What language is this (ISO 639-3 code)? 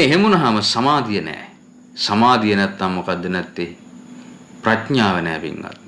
sin